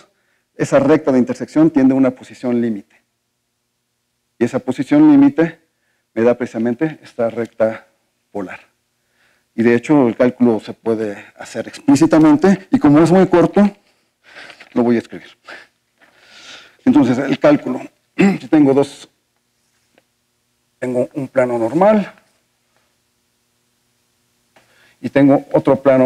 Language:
Spanish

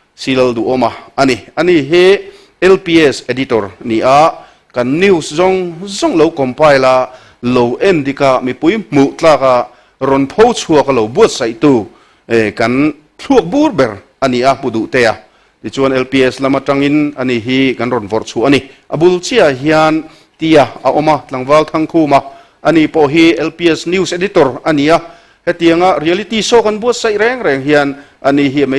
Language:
Mizo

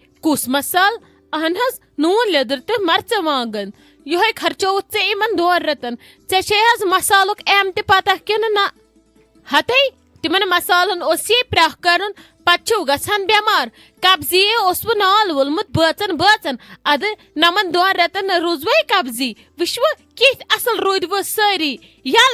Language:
Kashmiri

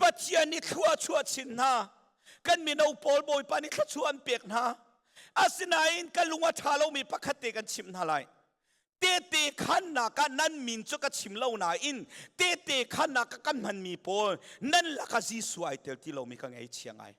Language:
Hakha Chin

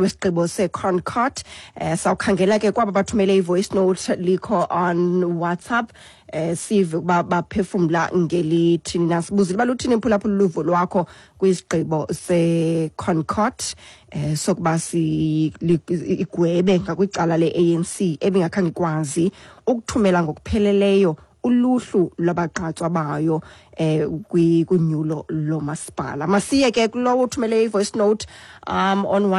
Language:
Xhosa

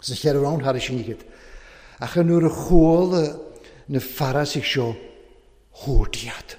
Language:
Welsh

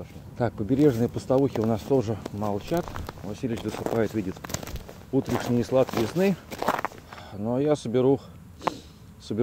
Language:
Russian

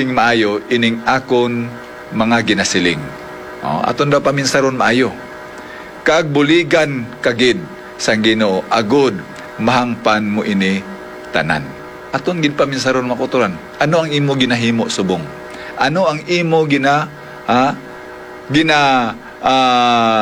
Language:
Hiligaynon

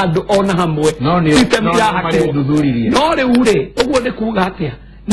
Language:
Kikuyu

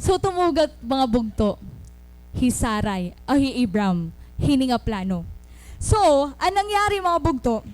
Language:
Waray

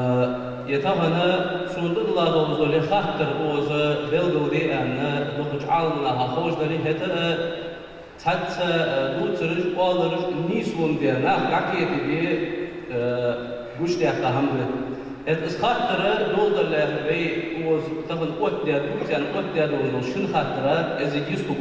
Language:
Ingush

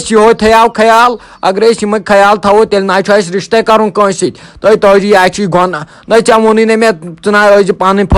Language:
Kashmiri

